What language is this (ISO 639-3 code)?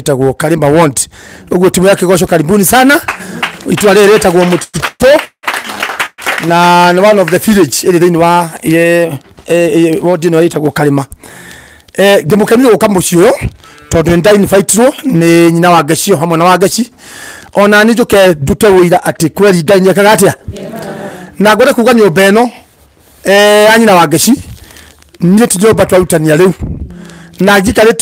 kik